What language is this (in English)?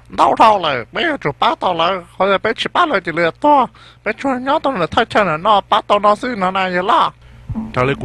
Hmong